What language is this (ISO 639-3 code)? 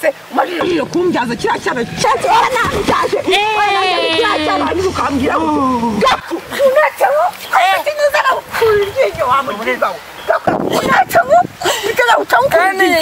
kin